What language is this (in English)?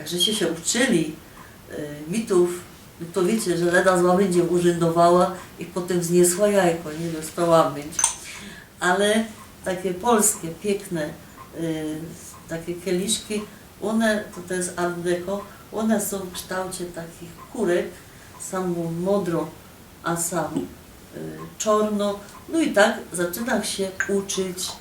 Silesian